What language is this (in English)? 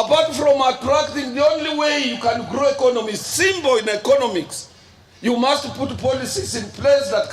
Meru